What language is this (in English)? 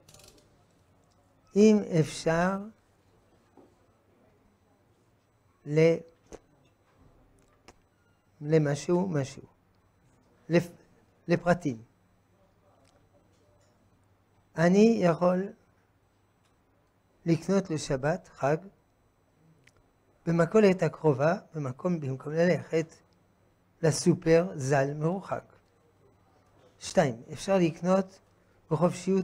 Hebrew